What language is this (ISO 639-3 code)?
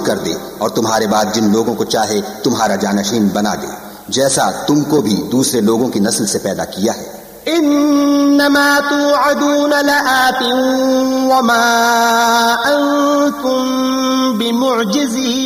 urd